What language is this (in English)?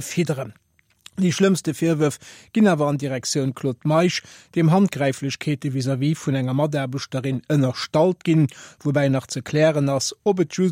Luxembourgish